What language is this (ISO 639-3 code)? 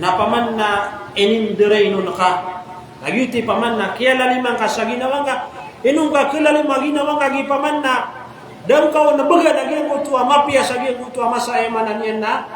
mrw